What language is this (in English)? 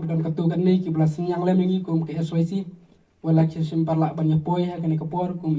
Khasi